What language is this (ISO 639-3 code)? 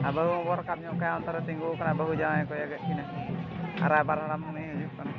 sat